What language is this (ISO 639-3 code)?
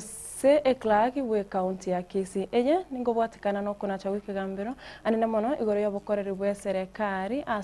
guz